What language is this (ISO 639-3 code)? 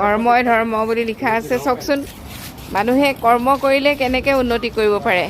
asm